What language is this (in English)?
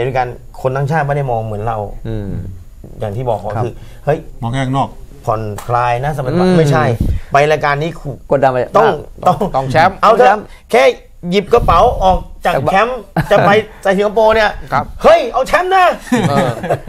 Thai